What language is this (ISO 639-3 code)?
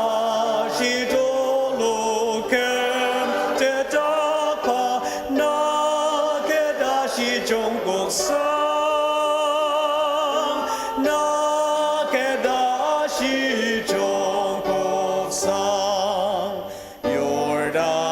njo